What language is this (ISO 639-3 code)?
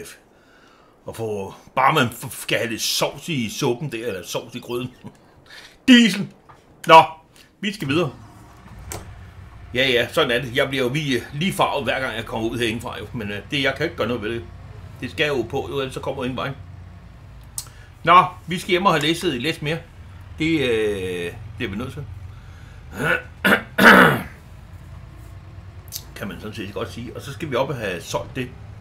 dan